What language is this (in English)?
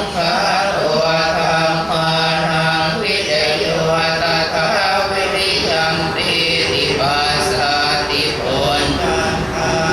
Pali